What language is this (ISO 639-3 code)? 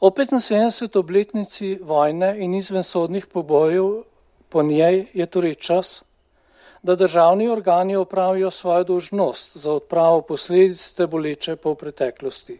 slv